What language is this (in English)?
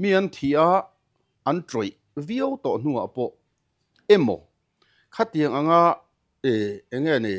Mizo